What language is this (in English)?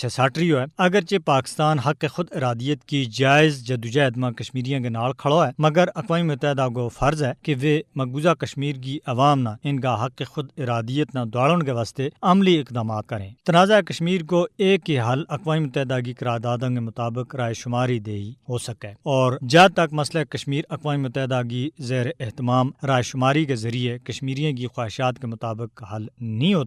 Gujari